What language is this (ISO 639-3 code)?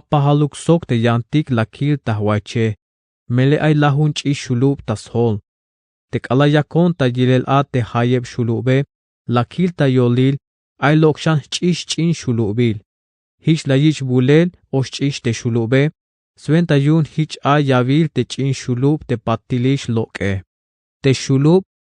tzh